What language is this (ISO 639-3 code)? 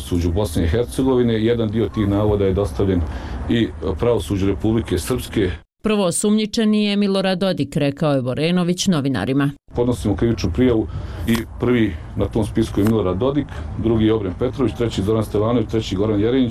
bos